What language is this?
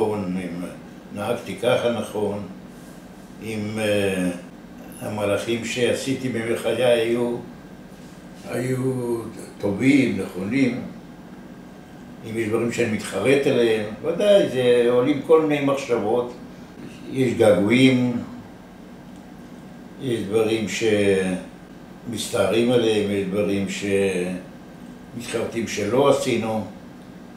Hebrew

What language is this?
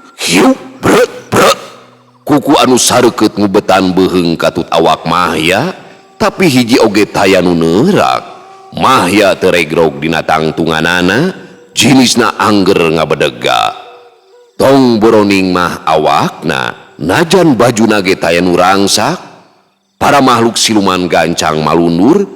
Sundanese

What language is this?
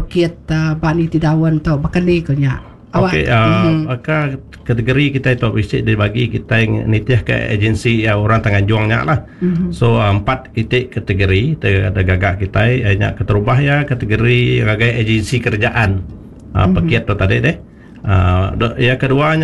Iban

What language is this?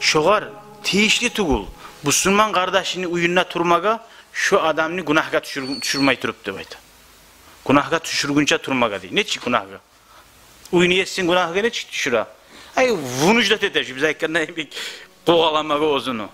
Kumyk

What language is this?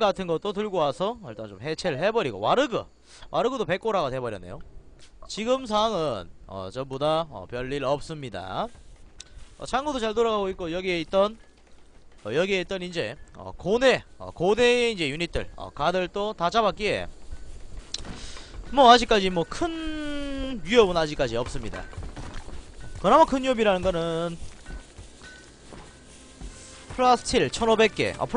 Korean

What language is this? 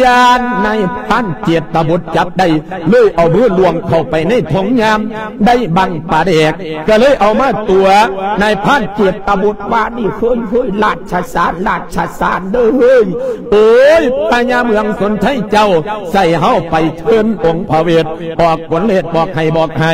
Lao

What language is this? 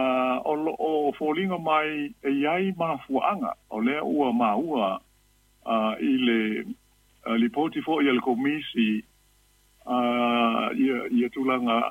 Samoan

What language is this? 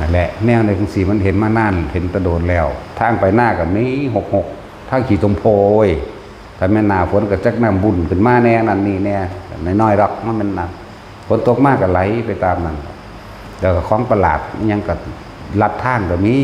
Northeastern Thai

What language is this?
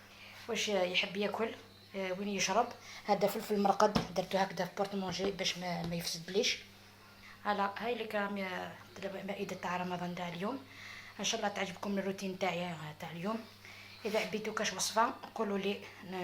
Algerian Arabic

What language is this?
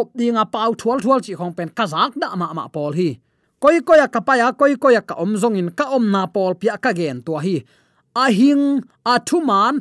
Tedim Chin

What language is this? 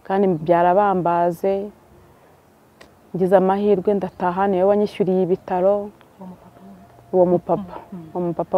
Kinyarwanda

